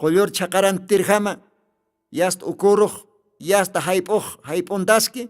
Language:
Aymara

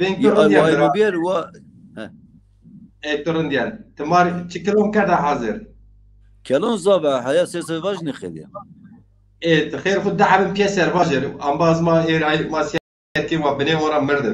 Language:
Zaza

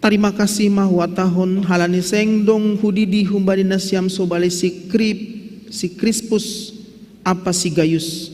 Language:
Batak Simalungun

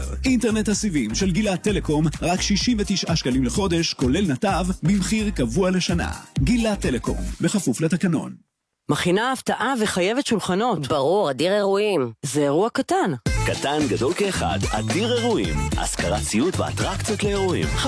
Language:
Hebrew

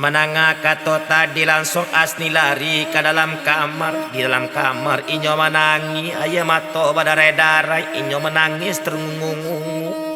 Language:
Minangkabau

